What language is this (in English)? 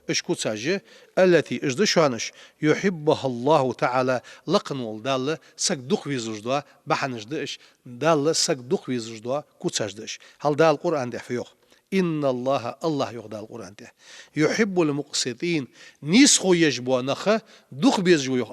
Ingush